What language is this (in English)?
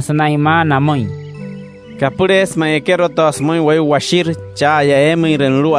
Wayuu